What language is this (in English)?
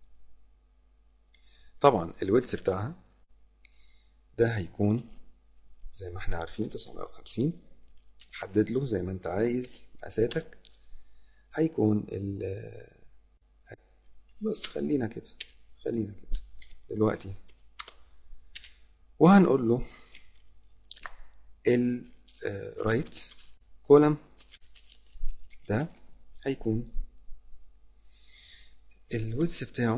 Egyptian Arabic